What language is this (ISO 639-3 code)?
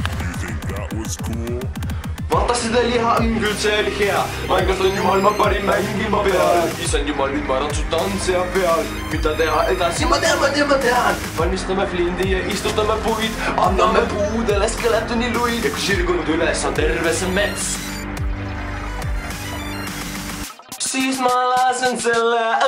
est